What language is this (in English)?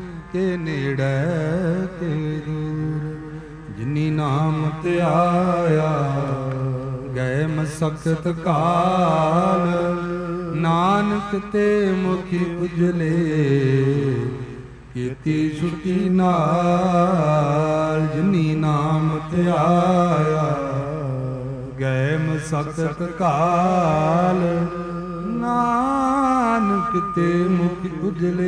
Punjabi